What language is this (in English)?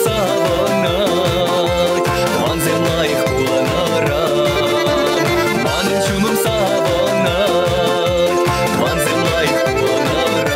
Chuvash